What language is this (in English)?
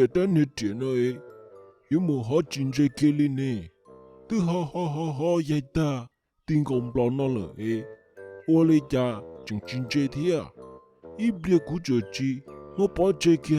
Hmong